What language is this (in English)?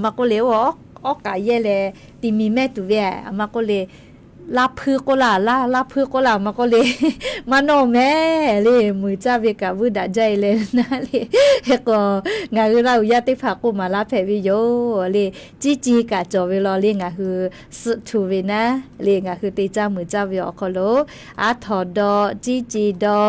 Lahu